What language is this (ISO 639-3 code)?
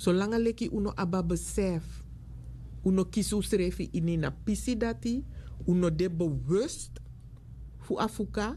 srn